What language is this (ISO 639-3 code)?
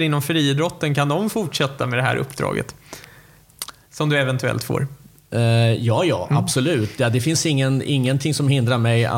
swe